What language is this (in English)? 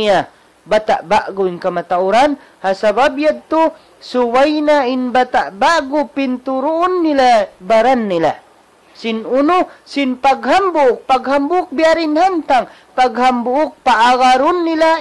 Tausug